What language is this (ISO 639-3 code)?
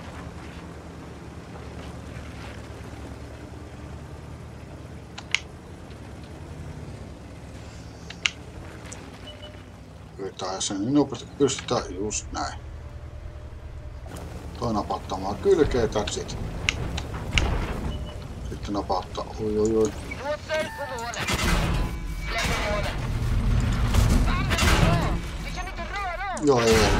fin